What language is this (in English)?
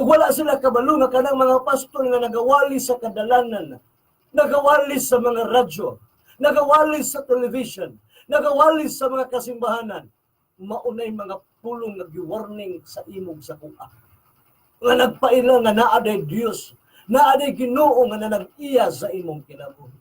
Cebuano